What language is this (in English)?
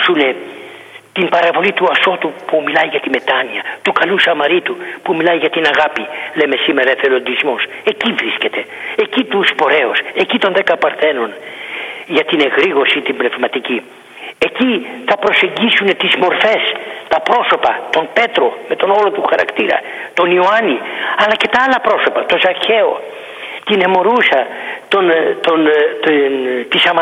Greek